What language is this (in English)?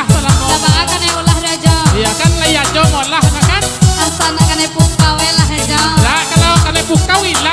Minangkabau